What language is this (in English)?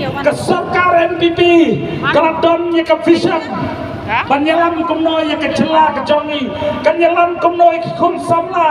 Khasi